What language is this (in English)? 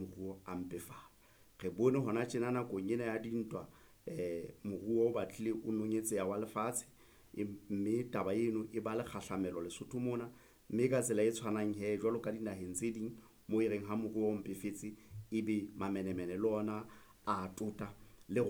Southern Sotho